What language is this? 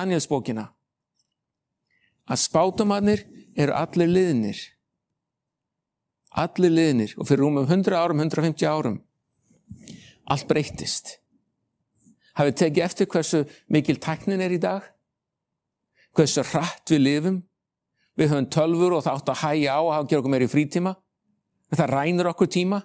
Icelandic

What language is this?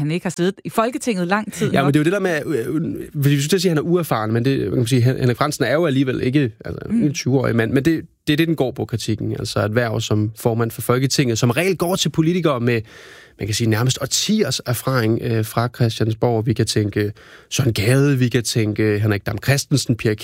Danish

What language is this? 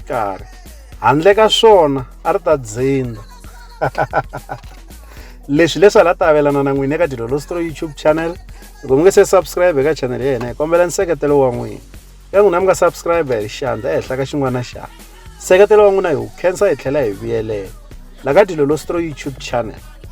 Tsonga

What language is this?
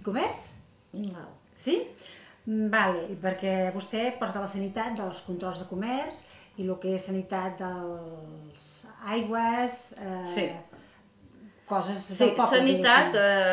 Catalan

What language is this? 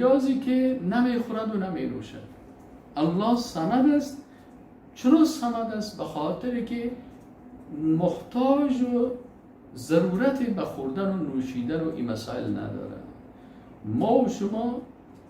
Persian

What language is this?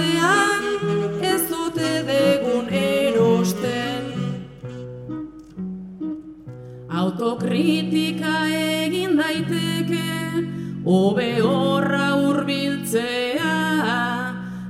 Basque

